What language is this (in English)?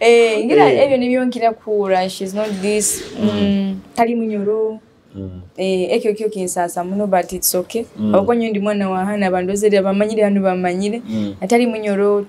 Nyoro